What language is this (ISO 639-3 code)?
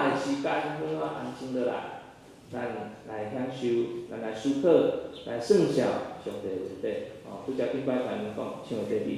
nan